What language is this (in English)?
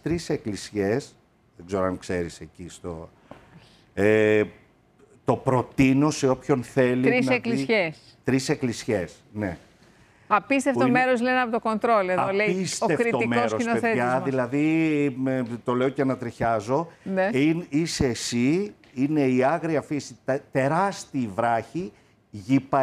Greek